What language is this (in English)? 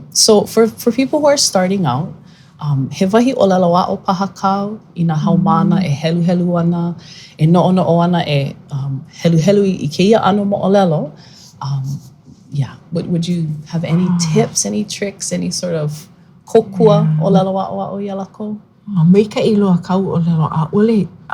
Hawaiian